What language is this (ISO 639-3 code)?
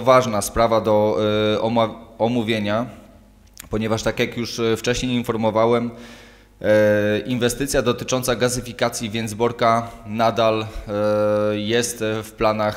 pol